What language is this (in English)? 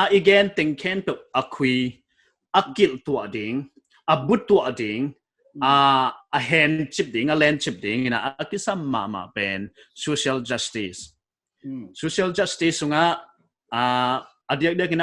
Paite Chin